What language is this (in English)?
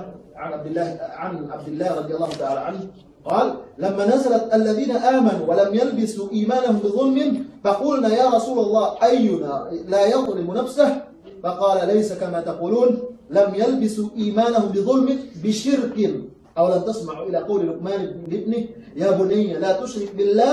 Yakan